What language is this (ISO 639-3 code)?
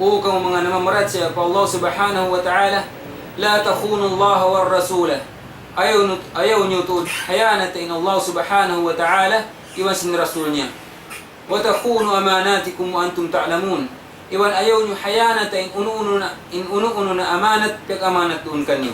tsg